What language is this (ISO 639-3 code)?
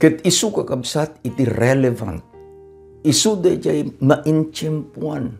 ilo